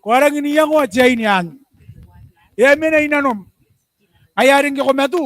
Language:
Gilbertese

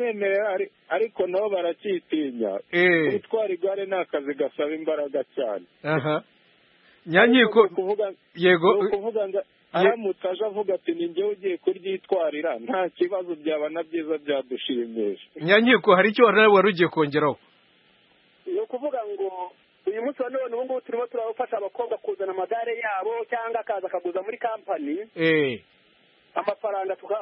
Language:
Kinyarwanda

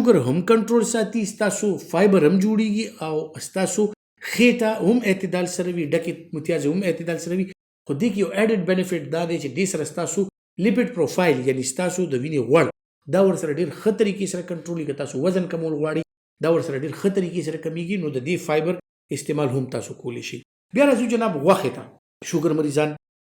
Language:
Pashto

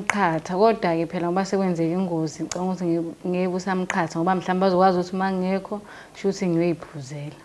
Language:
Zulu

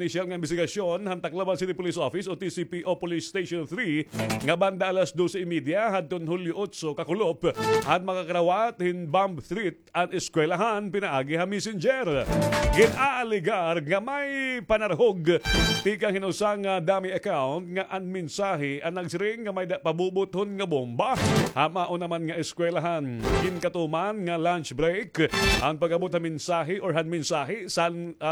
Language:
Waray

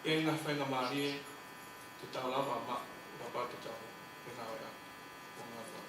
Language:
Tongan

